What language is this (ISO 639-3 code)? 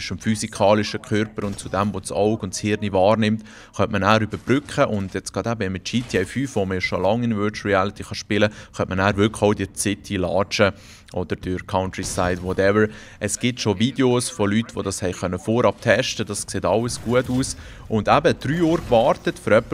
gsw